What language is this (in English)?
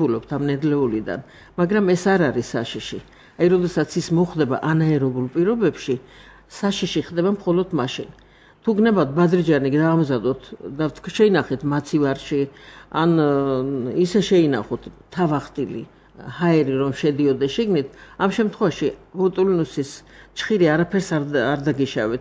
Georgian